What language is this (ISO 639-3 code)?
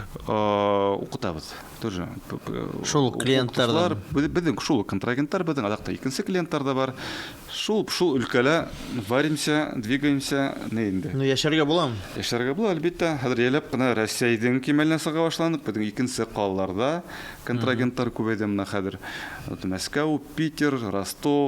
bak